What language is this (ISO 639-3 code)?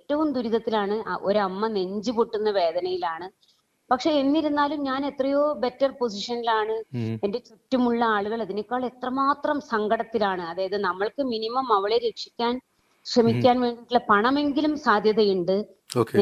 mal